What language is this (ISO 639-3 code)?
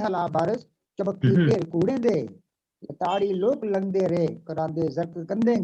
doi